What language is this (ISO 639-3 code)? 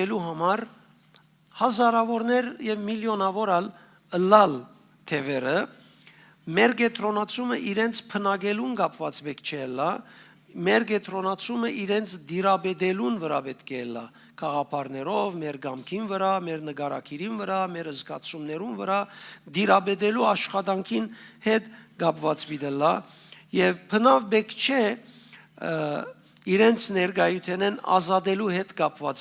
hyw